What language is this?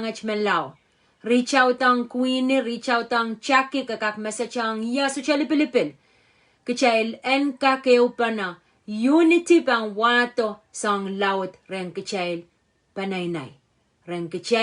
Pohnpeian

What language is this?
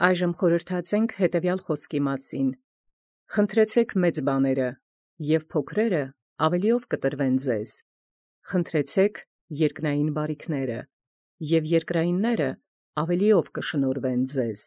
Armenian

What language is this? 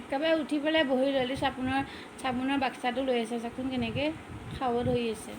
Assamese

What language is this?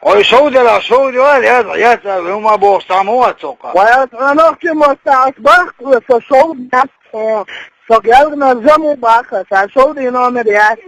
Chechen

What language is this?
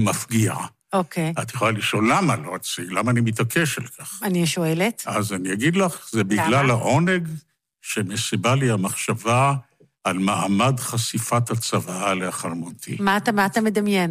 Hebrew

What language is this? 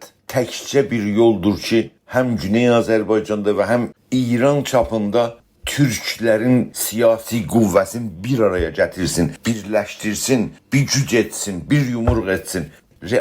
South Azerbaijani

